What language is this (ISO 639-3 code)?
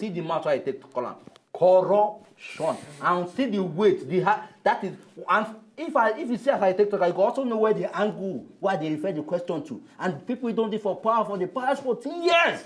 pcm